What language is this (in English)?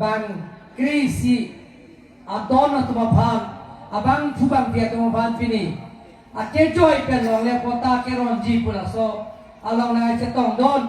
Karbi